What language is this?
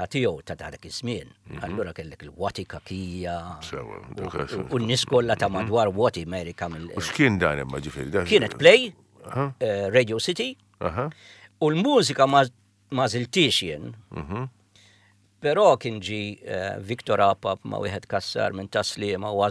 Maltese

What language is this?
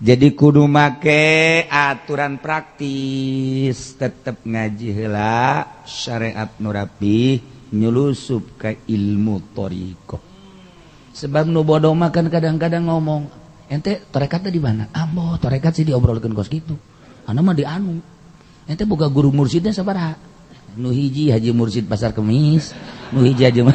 Sundanese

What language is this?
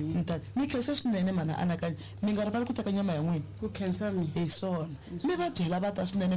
Tsonga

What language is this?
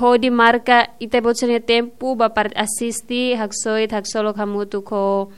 Tetum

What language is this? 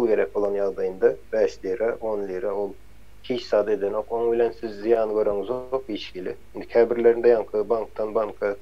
Turkmen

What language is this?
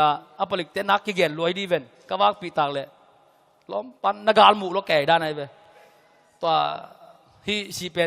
Tedim Chin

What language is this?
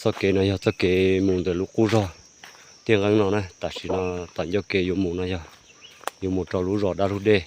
Hmong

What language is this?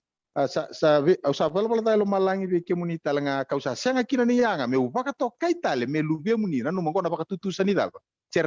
Fijian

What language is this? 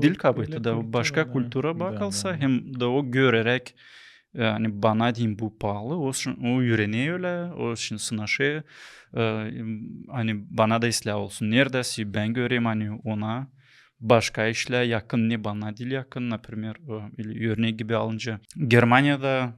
Gagauz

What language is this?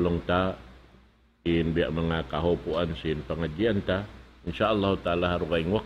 Tausug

